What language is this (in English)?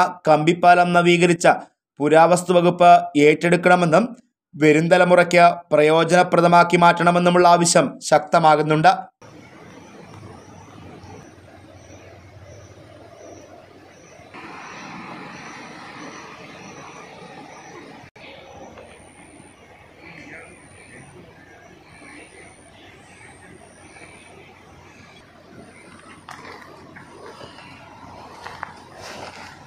Malayalam